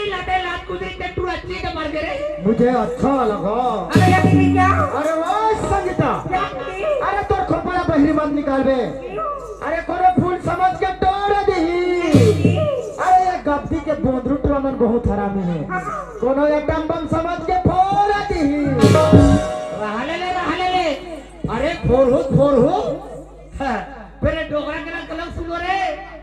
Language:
Chhattisgarhi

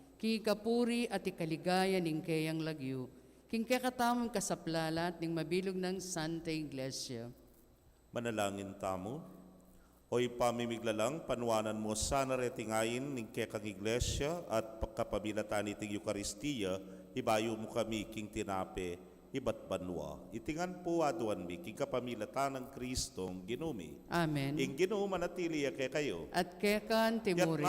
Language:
Pampanga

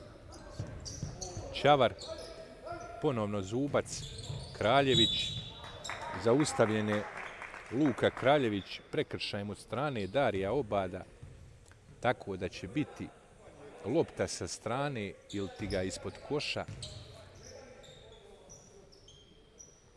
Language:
Bosnian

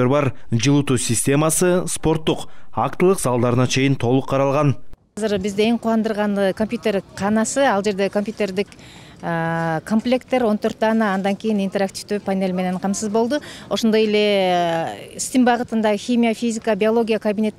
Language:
Kyrgyz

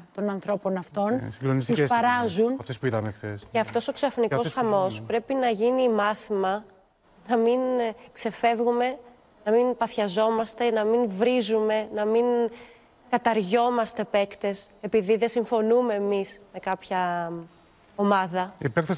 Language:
Greek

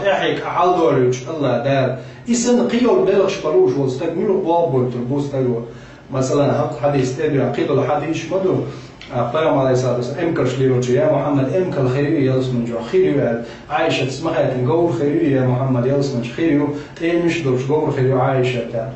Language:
Chechen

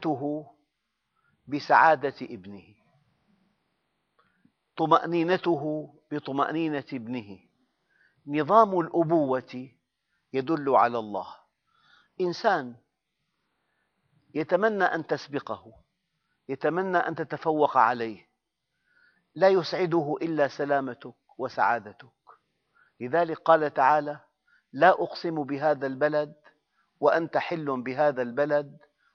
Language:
Arabic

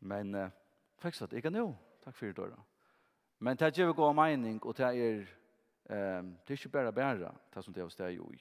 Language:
Faroese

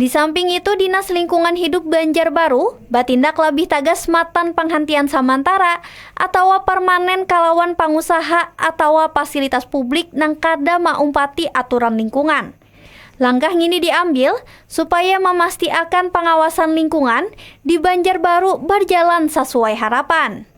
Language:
Banjar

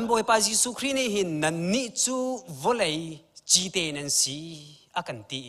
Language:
Hakha Chin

